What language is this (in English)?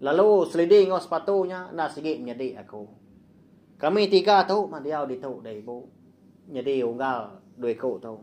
Iban